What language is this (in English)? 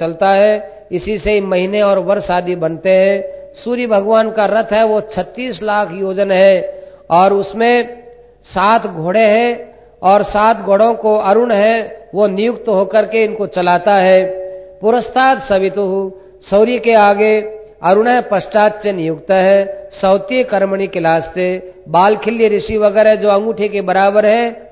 Hindi